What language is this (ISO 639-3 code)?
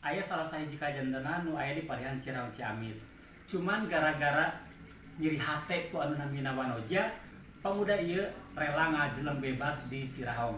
sun